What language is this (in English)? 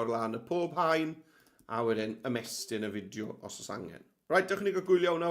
Welsh